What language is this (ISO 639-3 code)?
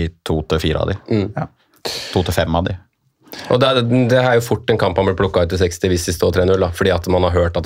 nor